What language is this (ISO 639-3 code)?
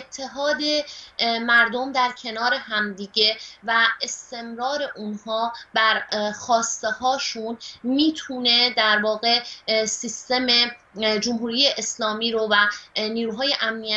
fas